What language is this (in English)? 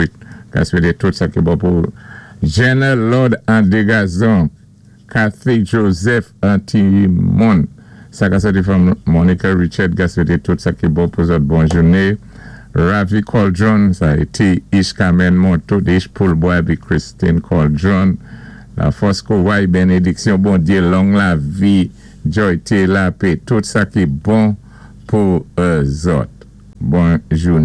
Saint Lucian Creole French